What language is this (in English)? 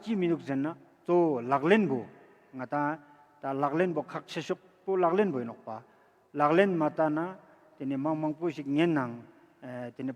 Ladakhi